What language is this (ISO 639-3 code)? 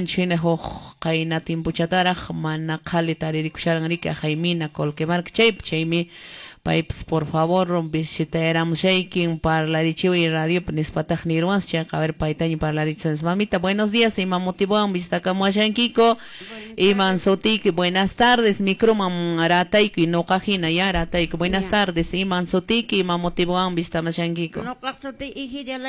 que